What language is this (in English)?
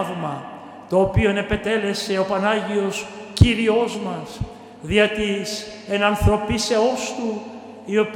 Greek